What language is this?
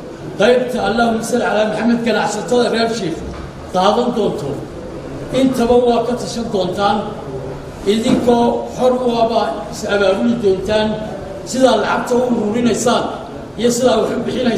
Somali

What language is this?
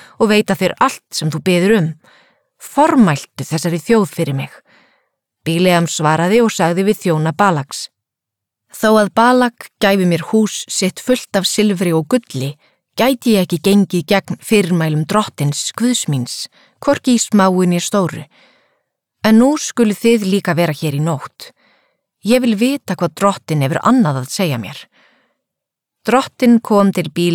Icelandic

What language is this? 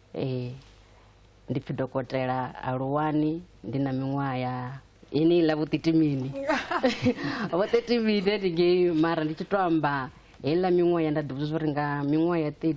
Venda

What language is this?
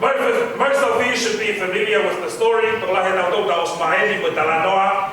Tongan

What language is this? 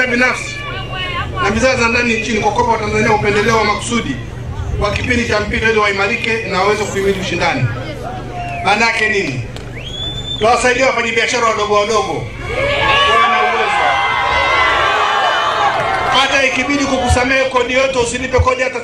Swahili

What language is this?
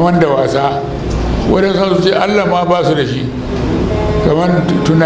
Hausa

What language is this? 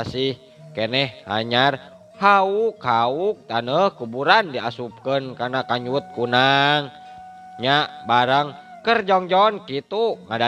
Sundanese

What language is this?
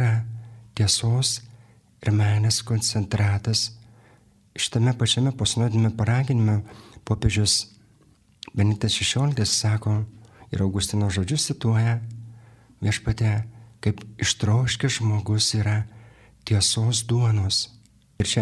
Lithuanian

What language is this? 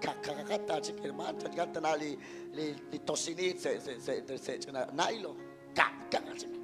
Kekchí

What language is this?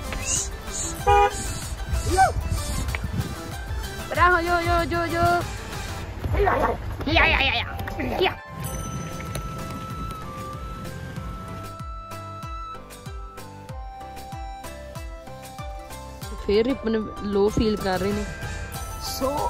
Punjabi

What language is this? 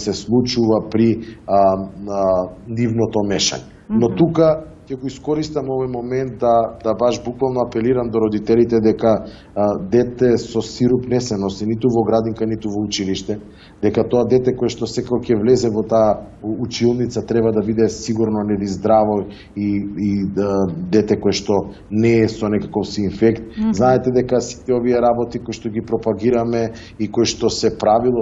Macedonian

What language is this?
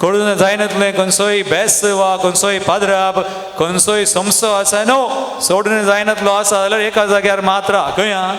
Konkani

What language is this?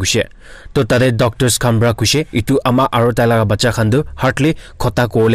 Naga Pidgin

